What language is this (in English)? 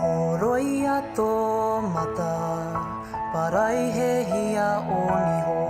Māori